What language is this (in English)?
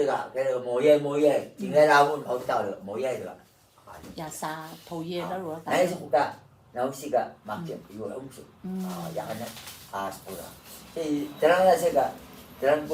Atayal